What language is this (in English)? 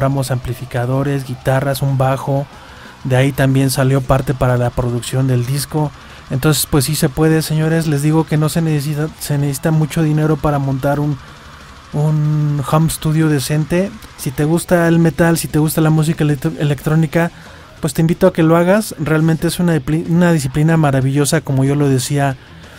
Spanish